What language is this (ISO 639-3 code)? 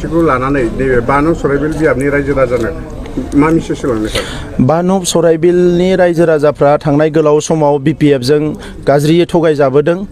brx